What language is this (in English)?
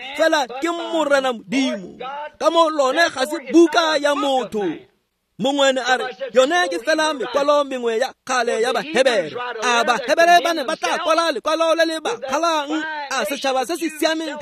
Tswana